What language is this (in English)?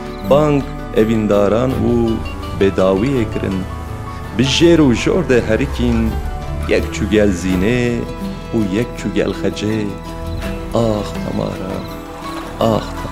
Kurdish